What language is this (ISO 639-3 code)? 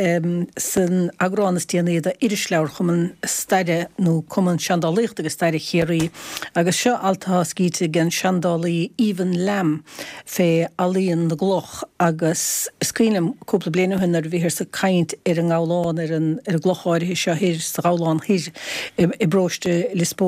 gle